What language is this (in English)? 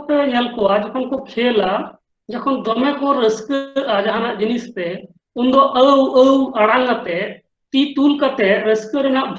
Santali